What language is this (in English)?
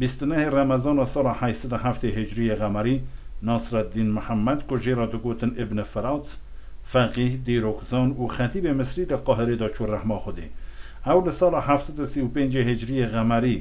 Kurdish